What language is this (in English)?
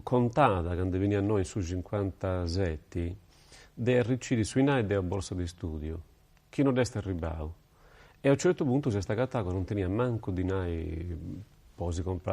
Sardinian